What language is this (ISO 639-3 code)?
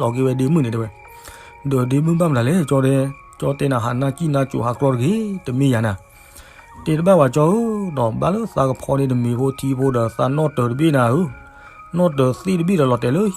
ksw